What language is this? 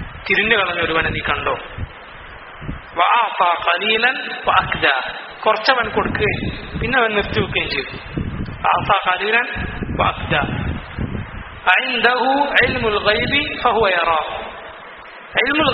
Malayalam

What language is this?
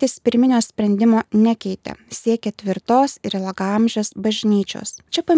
Lithuanian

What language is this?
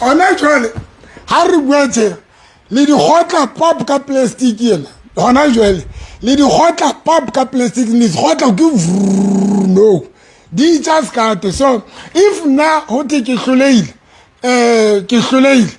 Southern Sotho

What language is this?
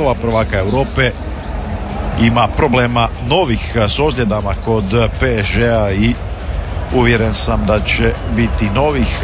Croatian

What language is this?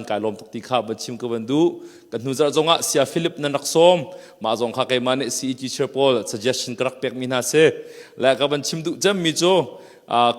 Hakha Chin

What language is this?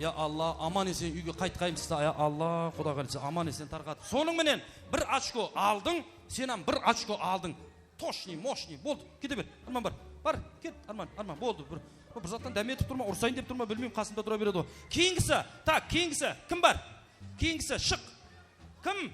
Kara-Kalpak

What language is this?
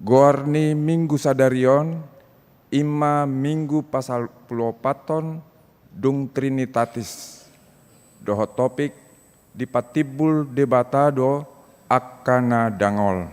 Batak Toba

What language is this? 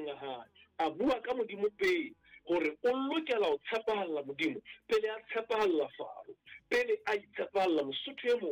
Southern Sotho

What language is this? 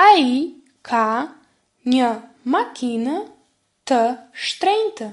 Albanian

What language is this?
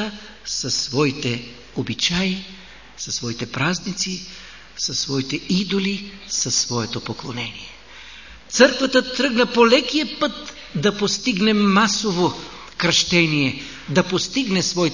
Bulgarian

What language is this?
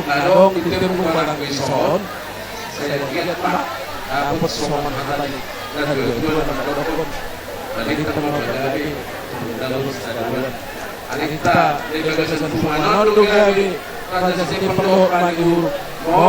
Batak Toba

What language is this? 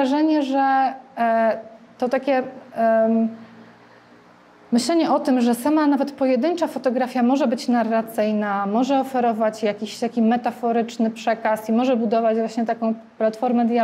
Polish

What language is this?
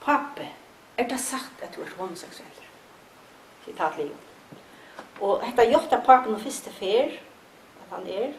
Faroese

